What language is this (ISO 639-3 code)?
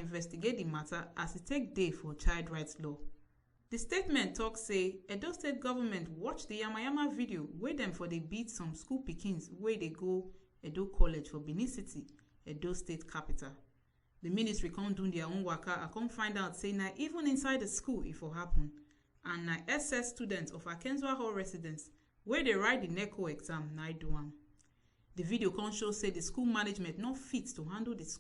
pcm